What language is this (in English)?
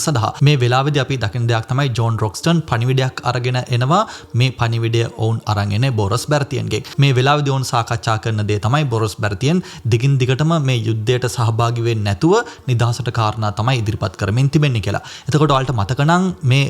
Sinhala